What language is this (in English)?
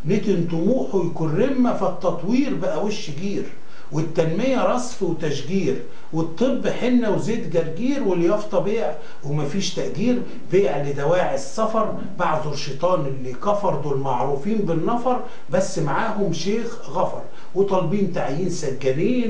Egyptian Arabic